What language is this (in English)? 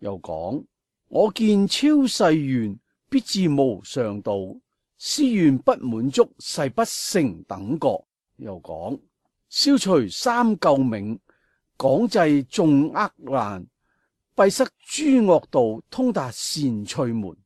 Cantonese